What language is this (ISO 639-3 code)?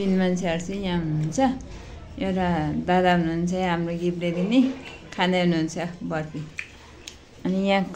nep